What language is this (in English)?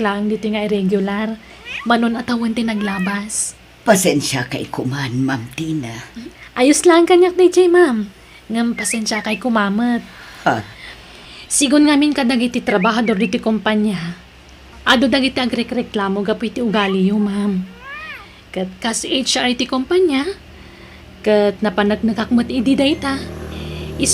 Iloko